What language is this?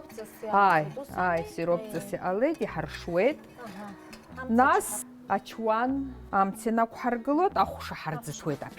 Abkhazian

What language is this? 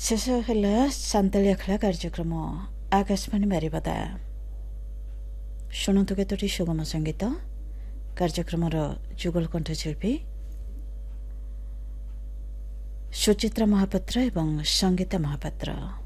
Odia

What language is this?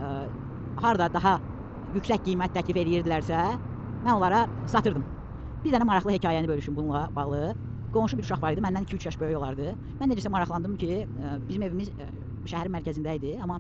Azerbaijani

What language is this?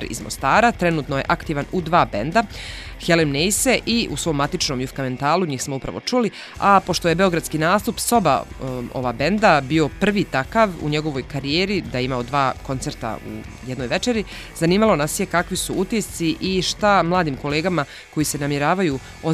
Bosnian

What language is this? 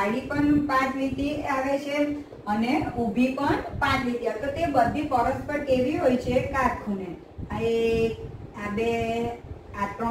Gujarati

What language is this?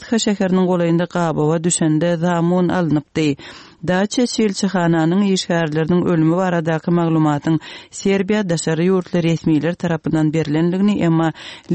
Turkmen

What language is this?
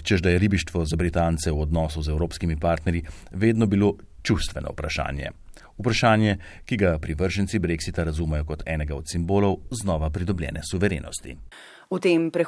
Slovenian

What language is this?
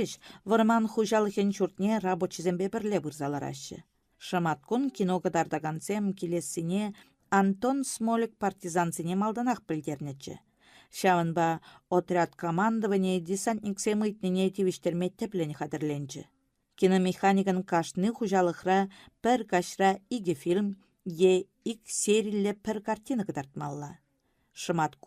Chuvash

